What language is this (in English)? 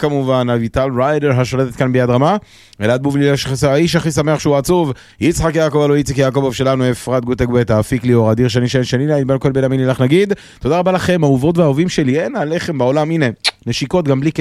Hebrew